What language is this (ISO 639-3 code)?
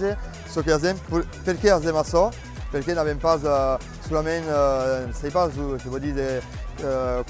oci